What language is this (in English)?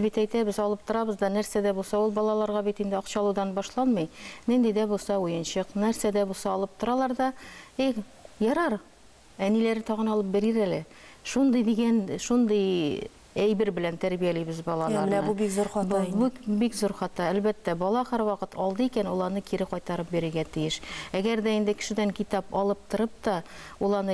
Tatar